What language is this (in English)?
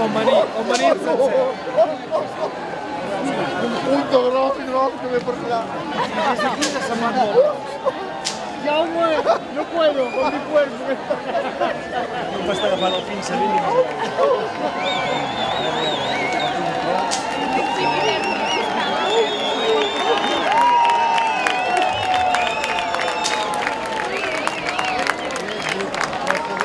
Catalan